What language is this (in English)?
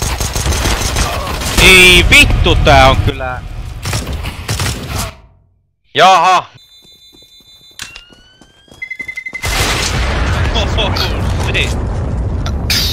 Finnish